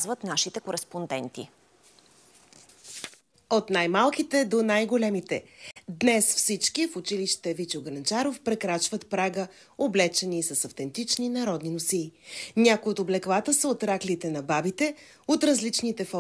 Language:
Bulgarian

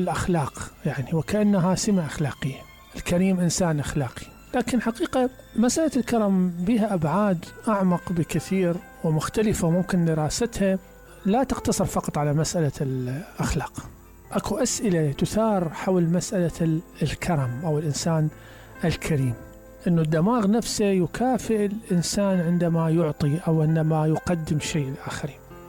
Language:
Mesopotamian Arabic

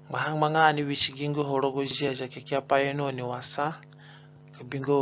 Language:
Zande (individual language)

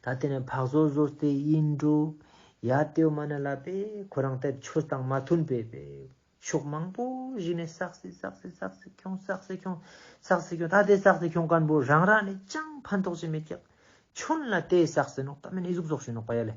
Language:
Ladakhi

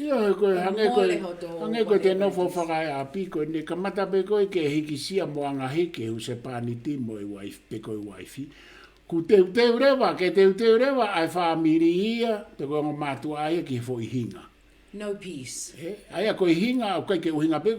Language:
Tongan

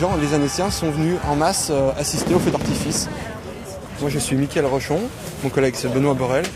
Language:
French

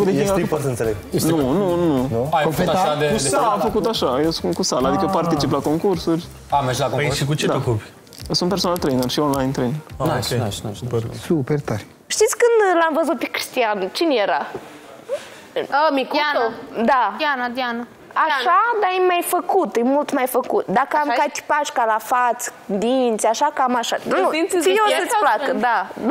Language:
Romanian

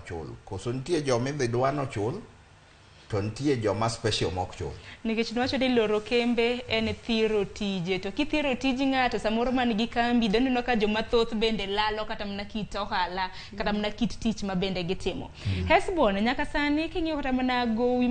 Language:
Luo (Kenya and Tanzania)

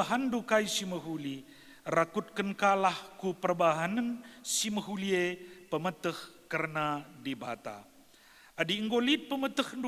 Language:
Batak Karo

